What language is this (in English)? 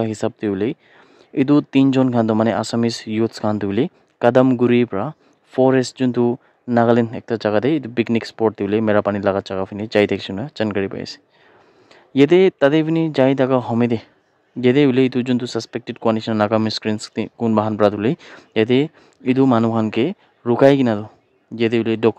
Naga Pidgin